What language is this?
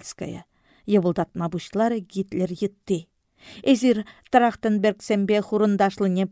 Chuvash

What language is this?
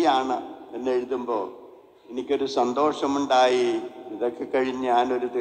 Malayalam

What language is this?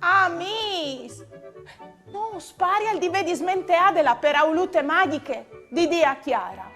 Friulian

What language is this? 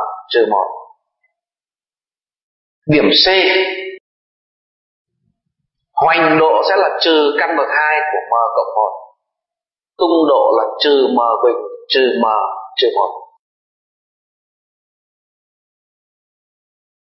Vietnamese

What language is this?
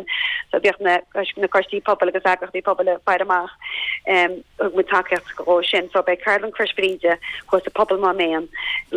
Irish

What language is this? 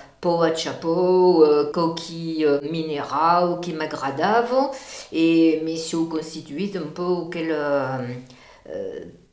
Occitan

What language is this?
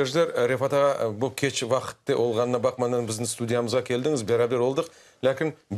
Crimean Tatar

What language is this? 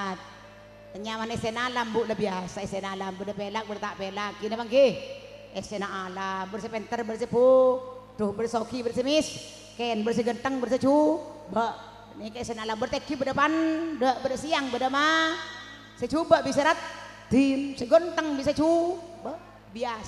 Madurese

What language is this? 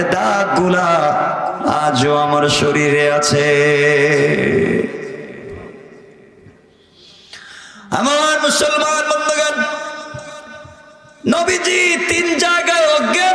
Bangla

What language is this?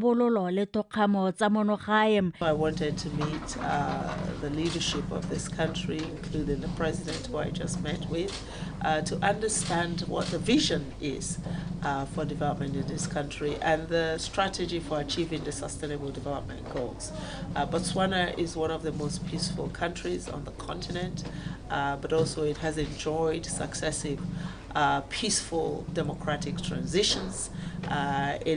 Tswana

